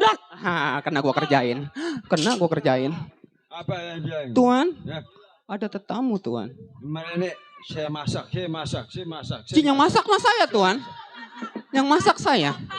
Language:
Betawi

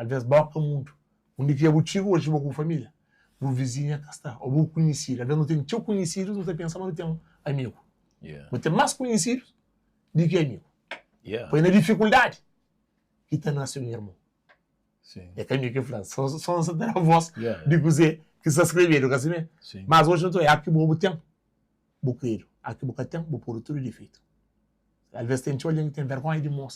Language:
Kabuverdianu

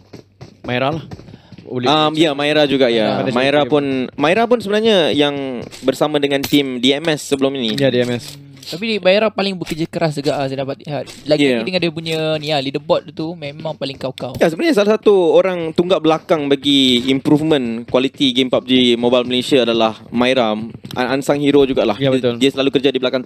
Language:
Malay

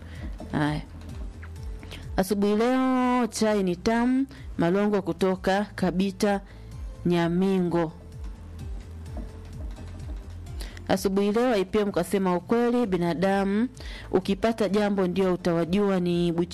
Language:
Swahili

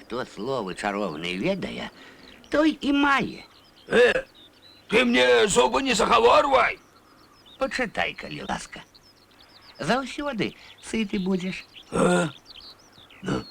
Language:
Belarusian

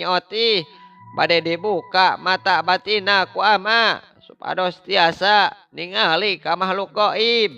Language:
Sundanese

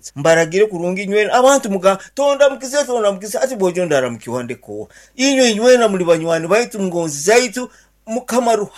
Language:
Nyankole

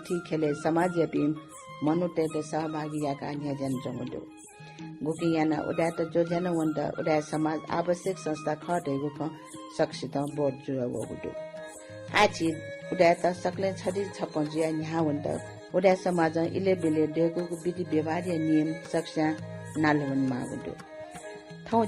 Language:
Newari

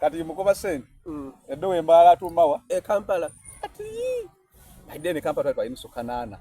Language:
Soga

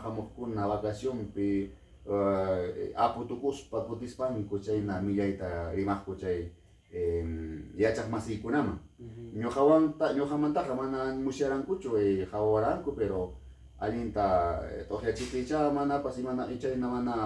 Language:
Ayacucho Quechua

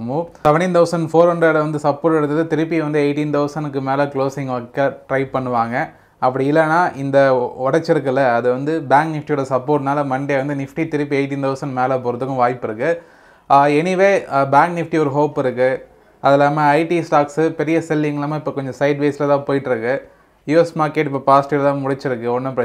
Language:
Tamil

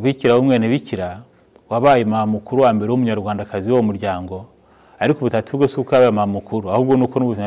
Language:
Kinyarwanda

